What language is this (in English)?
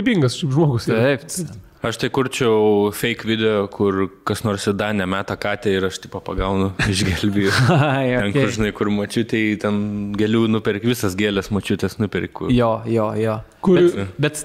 Lithuanian